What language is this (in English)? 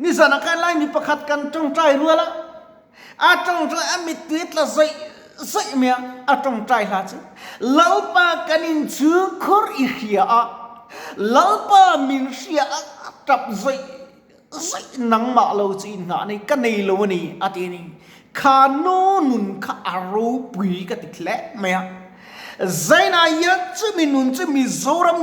Mizo